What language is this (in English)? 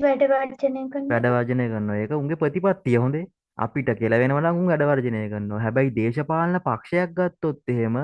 Sinhala